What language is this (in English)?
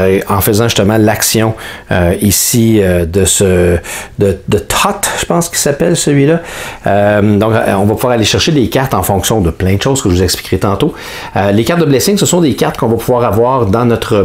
French